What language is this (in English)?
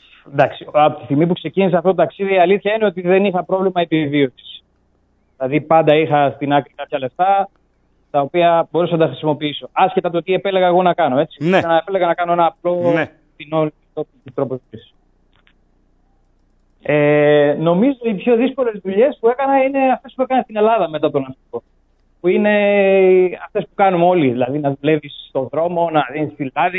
Greek